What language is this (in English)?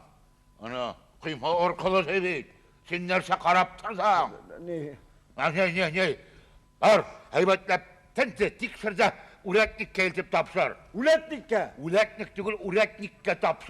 Tatar